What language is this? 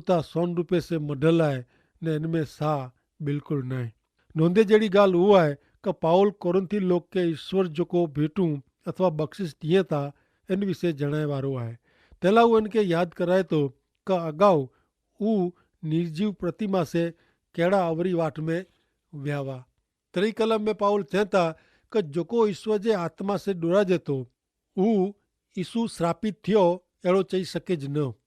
Kachhi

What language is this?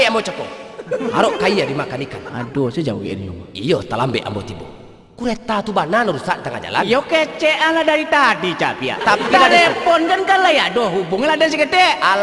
Minangkabau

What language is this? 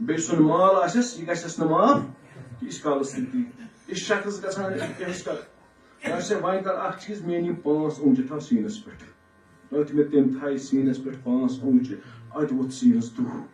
Kashmiri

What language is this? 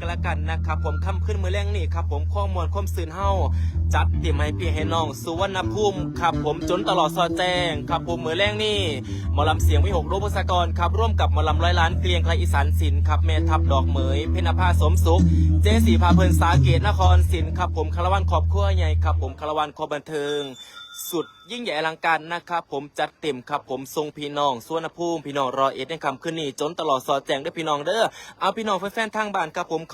Northeastern Thai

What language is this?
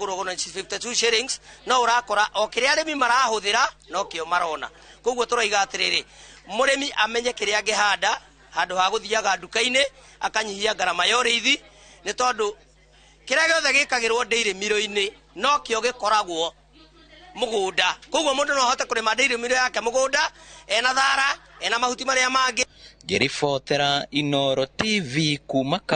Kikuyu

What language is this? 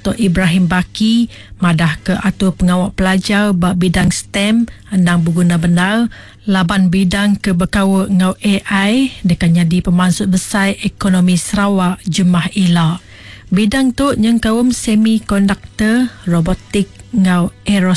Iban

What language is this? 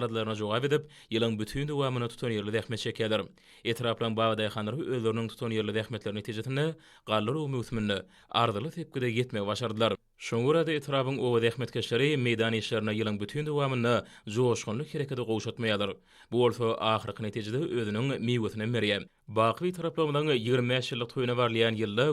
Turkmen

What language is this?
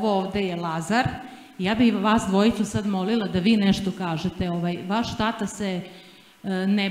Serbian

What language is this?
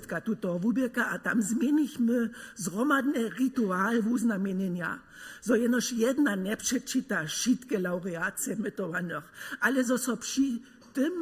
Upper Sorbian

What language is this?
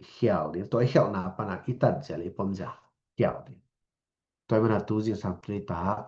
Tedim Chin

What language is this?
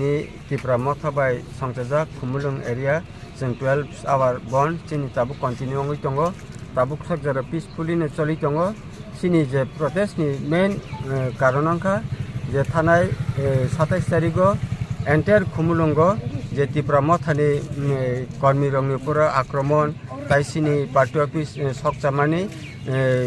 Kok Borok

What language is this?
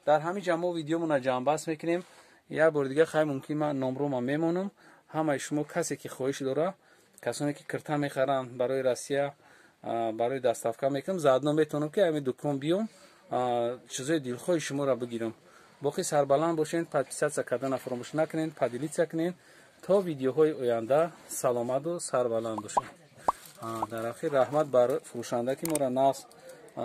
Tajik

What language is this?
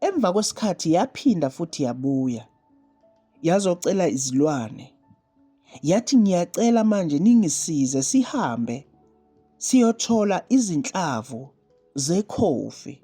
Zulu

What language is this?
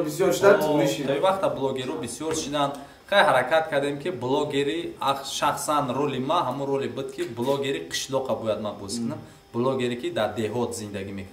Tajik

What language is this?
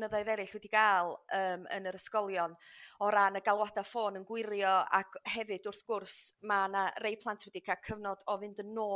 Welsh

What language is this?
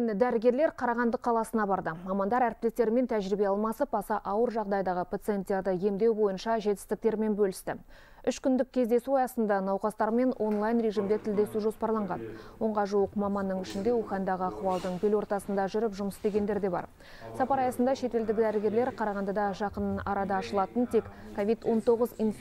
Kazakh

